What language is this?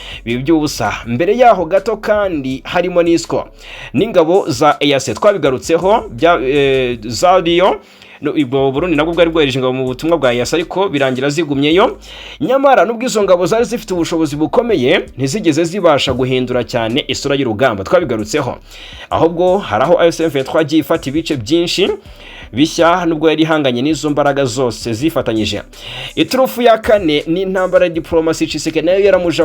Kinyarwanda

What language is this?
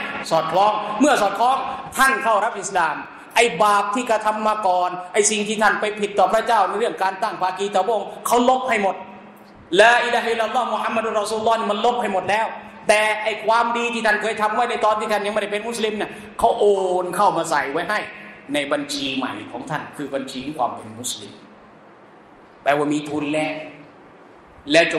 Thai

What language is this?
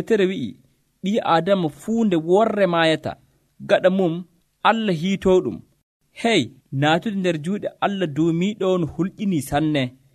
Nigerian Fulfulde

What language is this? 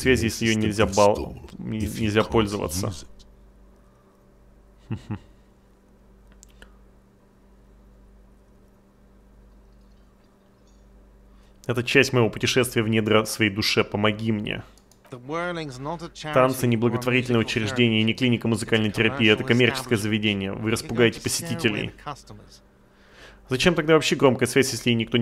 Russian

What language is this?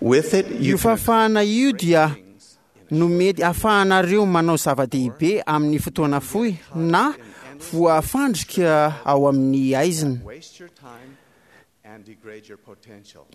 Malagasy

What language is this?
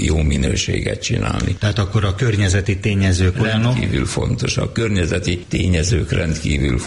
Hungarian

